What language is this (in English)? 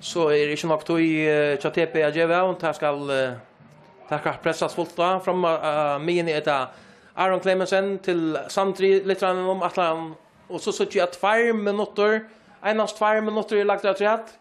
Faroese